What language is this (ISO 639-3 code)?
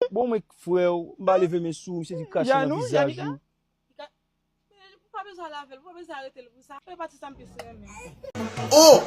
hat